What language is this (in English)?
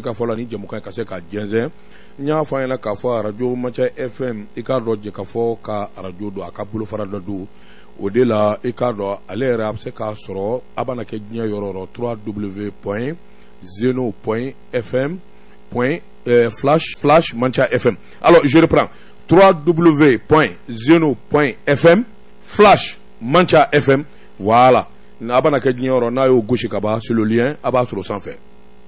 Bambara